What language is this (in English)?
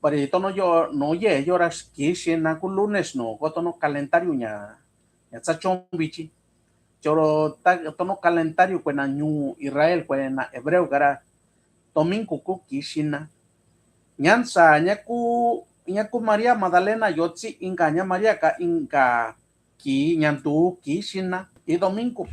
Mixtepec Mixtec